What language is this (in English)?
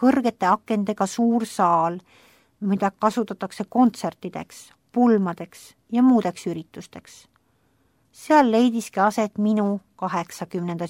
Estonian